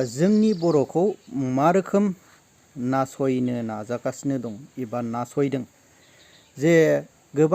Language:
Bodo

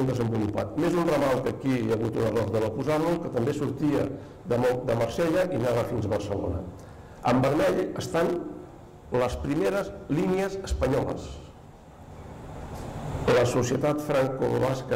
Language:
Catalan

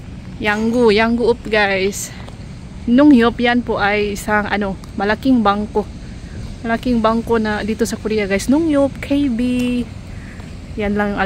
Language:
Filipino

